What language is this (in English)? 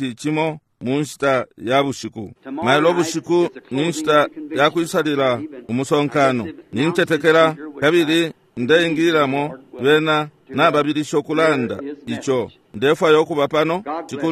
Bemba